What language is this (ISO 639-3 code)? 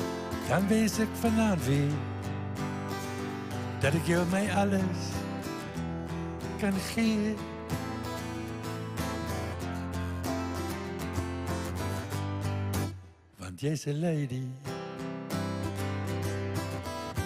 afr